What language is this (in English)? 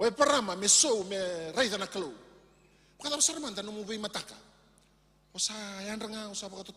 Fijian